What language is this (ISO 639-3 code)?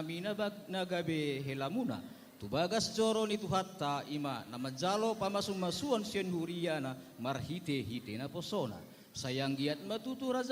bbc